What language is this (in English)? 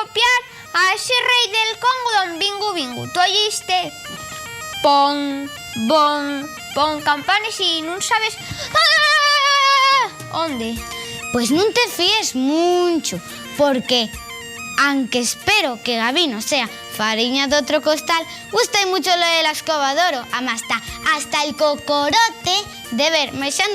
Asturian